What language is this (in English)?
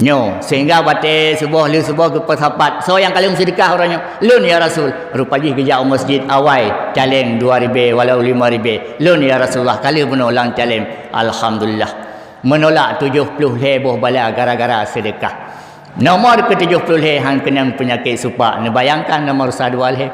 Achinese